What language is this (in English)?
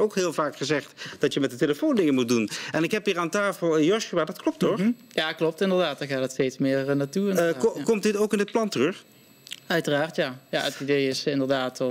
Dutch